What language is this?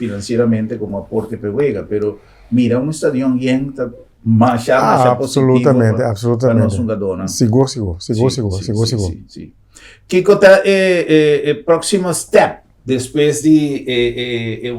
Papiamento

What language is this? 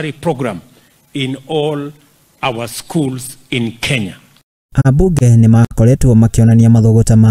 Kikuyu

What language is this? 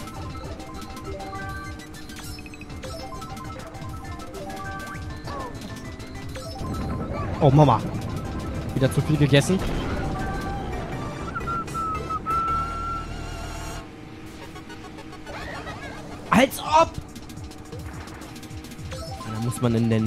German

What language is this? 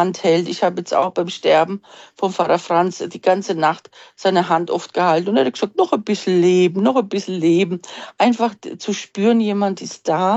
German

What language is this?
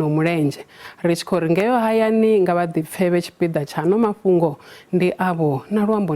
Venda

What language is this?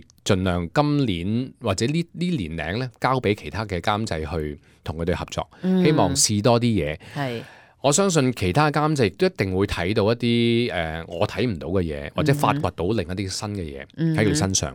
Cantonese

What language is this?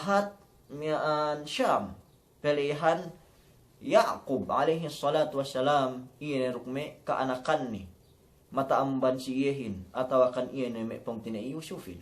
Yakan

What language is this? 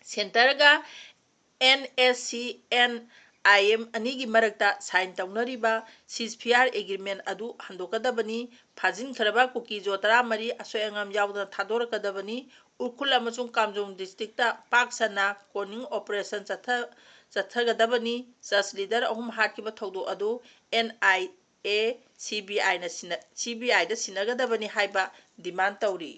Manipuri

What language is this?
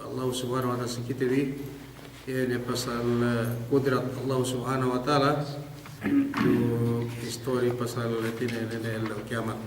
Yakan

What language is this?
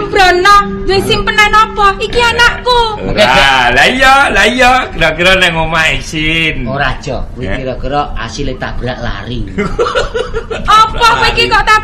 Javanese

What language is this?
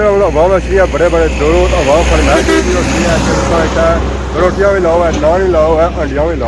Pahari-Potwari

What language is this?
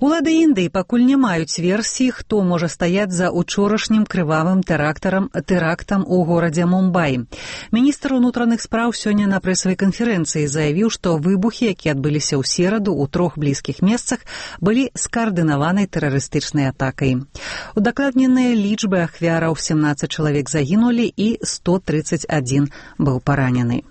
Belarusian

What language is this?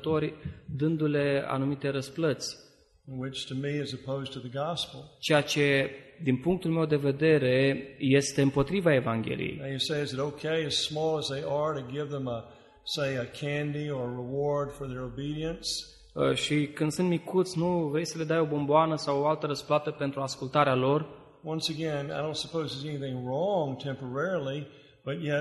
Romanian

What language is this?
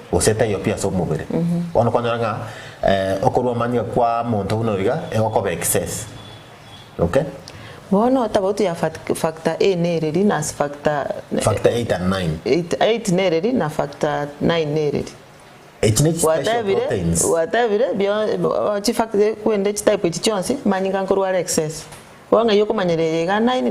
Gusii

